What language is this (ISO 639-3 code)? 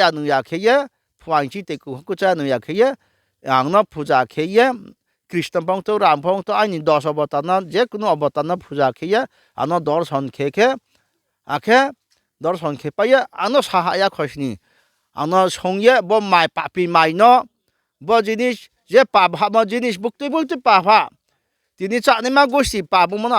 ria